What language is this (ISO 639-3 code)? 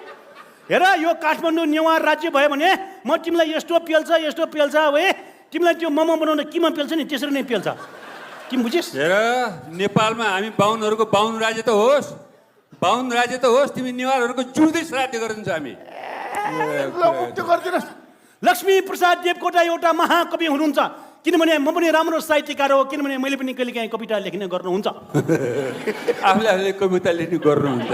nep